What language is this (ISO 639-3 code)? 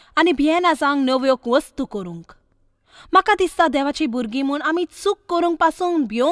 kok